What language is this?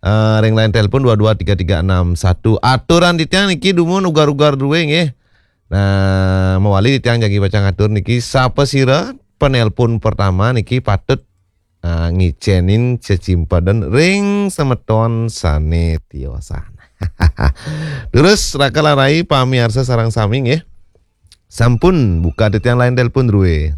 Balinese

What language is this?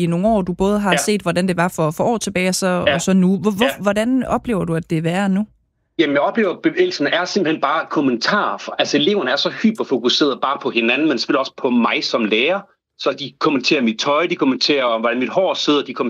Danish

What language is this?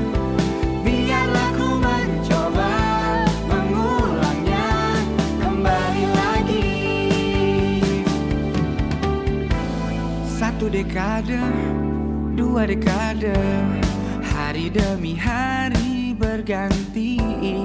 Indonesian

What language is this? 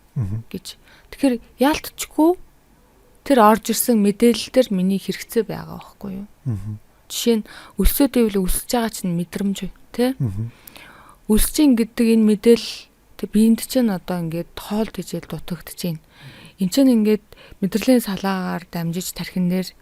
Mongolian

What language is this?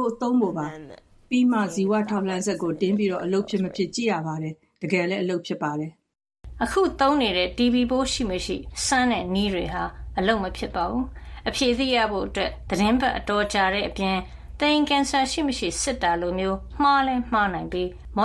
Burmese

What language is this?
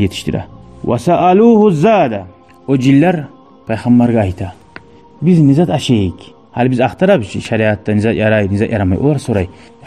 Kumyk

